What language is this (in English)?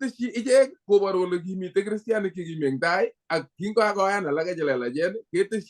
Kalenjin